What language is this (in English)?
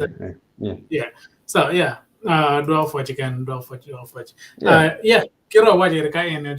Acoli